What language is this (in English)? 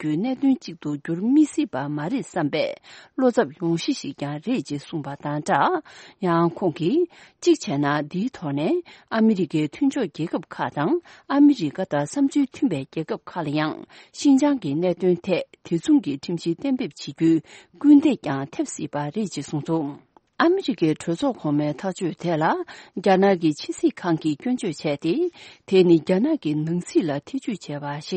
Tibetan